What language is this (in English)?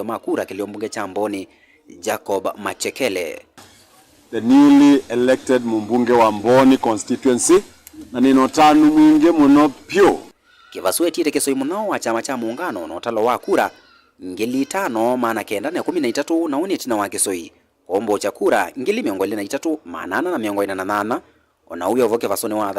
Kamba